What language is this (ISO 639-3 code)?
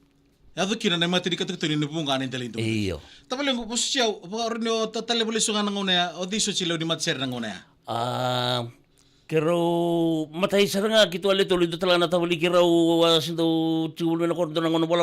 fij